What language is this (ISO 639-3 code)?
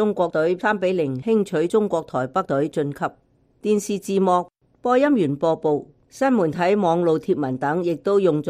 yue